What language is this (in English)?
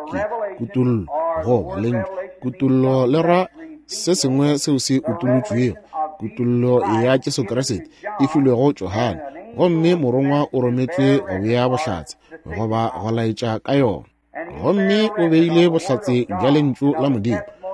Northern Sotho